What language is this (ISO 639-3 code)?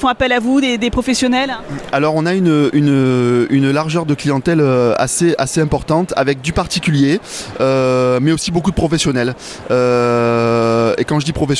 fra